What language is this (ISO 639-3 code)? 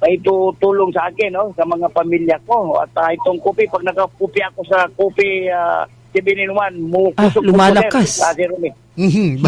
ceb